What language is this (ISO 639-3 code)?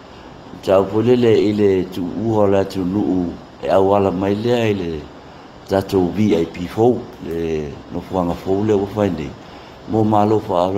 smo